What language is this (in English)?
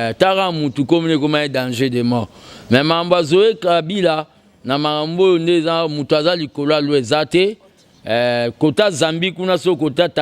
Lingala